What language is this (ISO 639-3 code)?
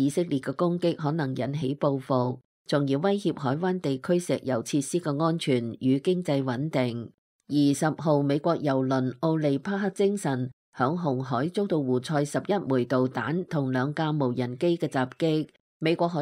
yue